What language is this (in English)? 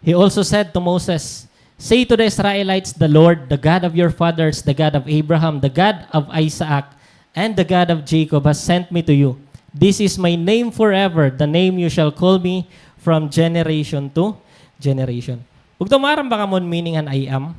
Waray